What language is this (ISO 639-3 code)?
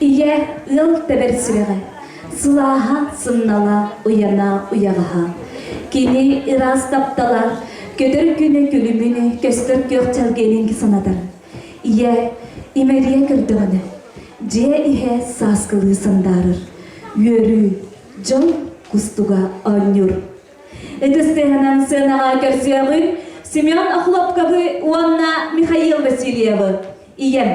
sah